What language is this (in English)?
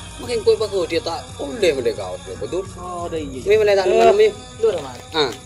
Madurese